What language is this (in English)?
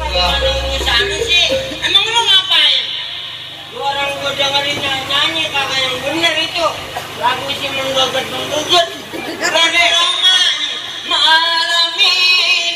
Betawi